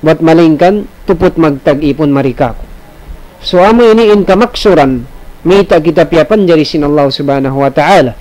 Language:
Tausug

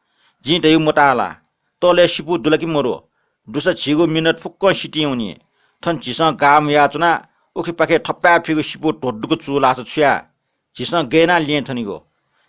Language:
Newari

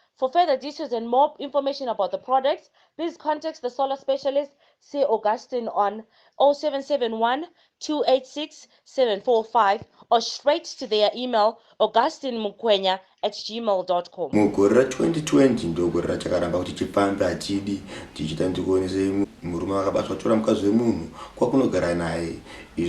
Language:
Shona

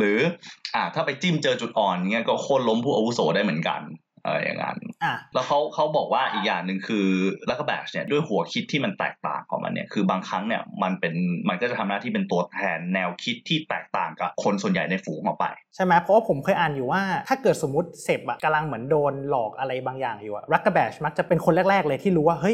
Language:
Thai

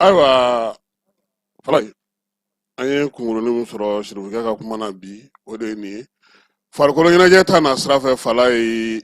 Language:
Bambara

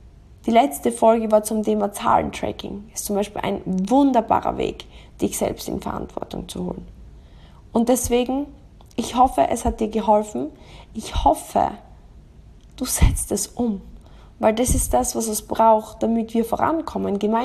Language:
German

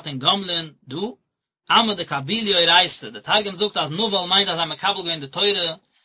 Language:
Yiddish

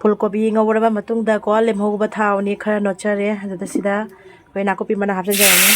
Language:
Manipuri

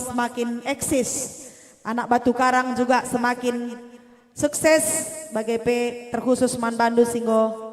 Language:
Batak Karo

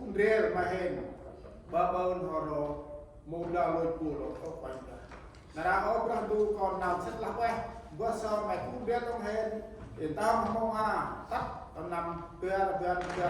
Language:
Central Mnong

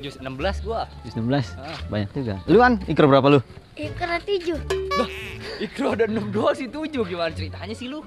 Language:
Betawi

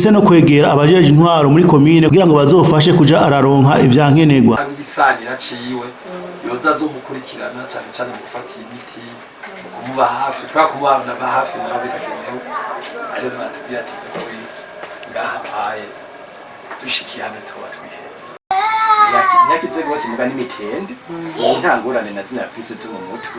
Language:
Rundi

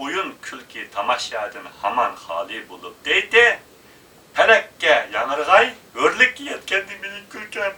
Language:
Uyghur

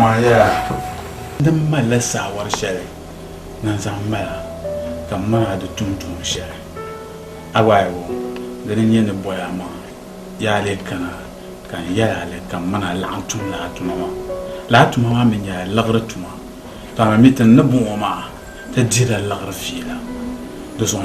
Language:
Dagbani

